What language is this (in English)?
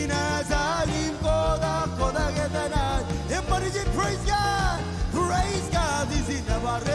Marshallese